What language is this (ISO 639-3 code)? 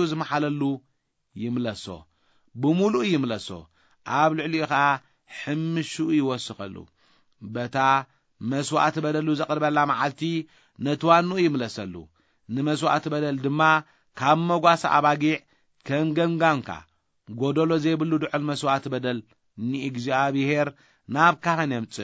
tir